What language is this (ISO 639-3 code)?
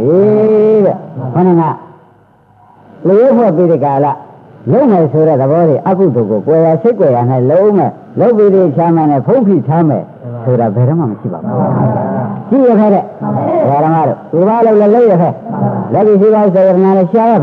mya